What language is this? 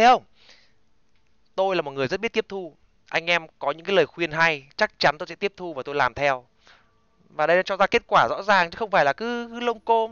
Vietnamese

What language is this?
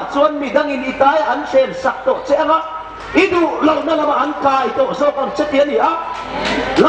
Hmar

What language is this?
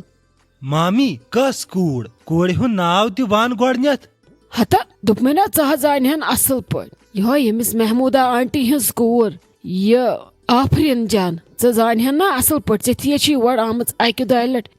Kashmiri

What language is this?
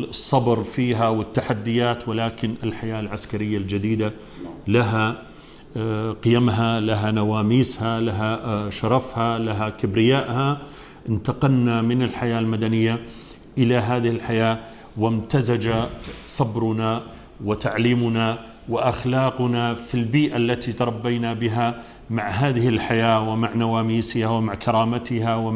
Arabic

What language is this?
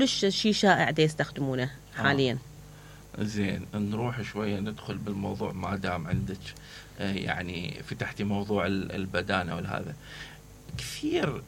Mesopotamian Arabic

